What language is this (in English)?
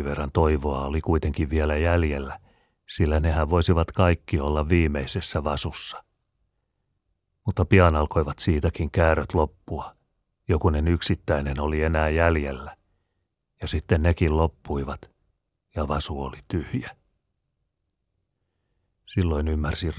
Finnish